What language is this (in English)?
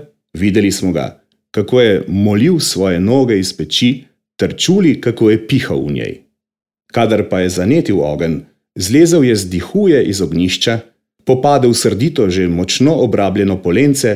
Slovenian